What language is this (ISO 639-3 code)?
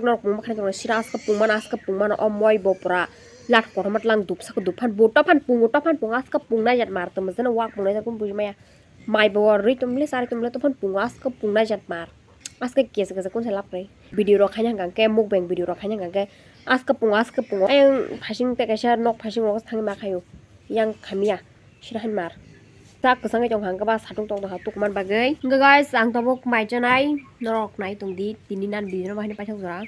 trp